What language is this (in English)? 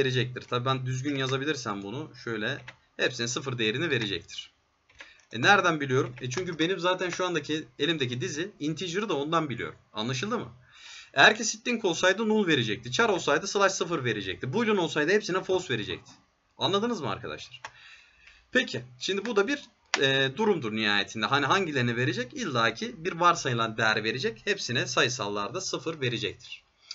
Turkish